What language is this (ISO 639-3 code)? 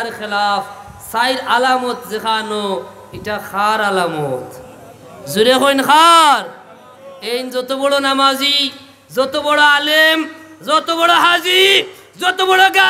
syl